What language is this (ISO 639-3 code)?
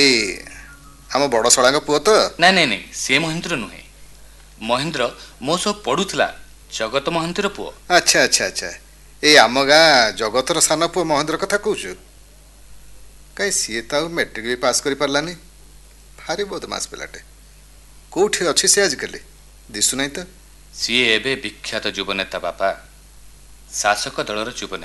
ori